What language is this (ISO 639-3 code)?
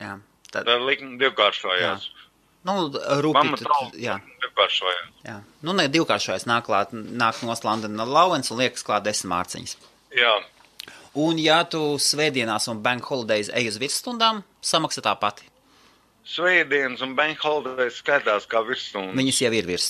lav